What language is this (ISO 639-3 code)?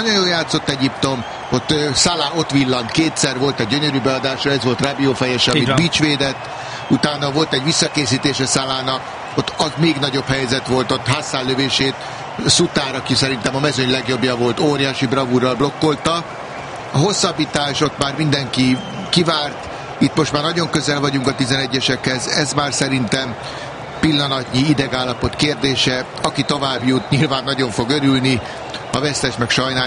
hun